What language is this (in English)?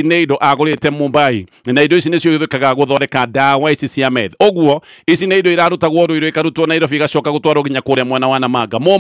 Kikuyu